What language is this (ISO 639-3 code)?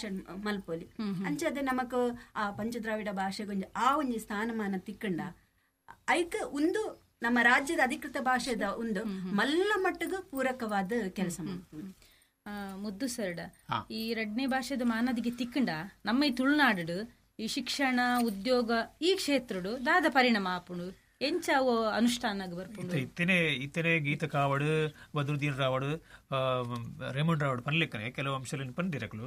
tcy